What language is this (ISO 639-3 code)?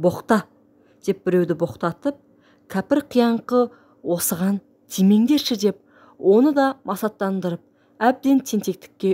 kaz